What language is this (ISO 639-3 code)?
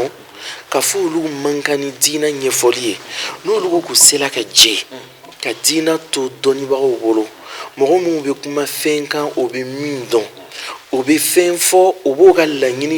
bam